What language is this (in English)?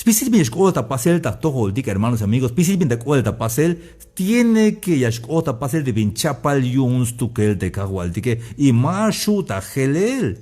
Tzeltal